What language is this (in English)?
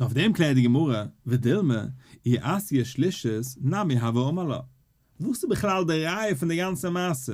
Yiddish